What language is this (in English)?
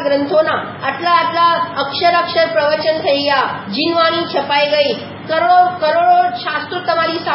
Gujarati